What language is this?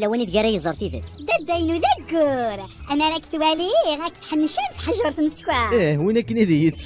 Kabyle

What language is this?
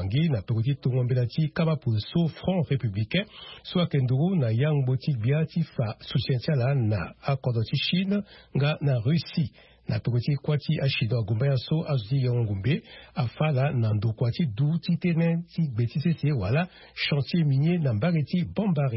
Sango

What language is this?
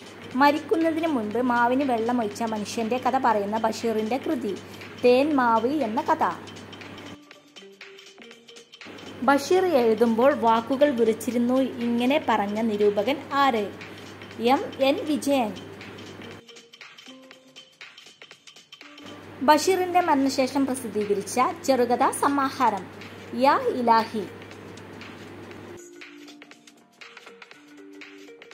Malayalam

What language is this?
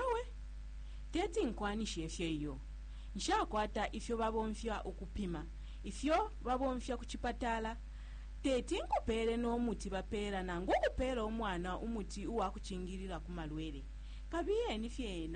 Bemba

